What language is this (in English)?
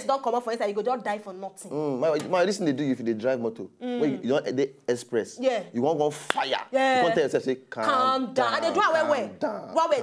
Nigerian Pidgin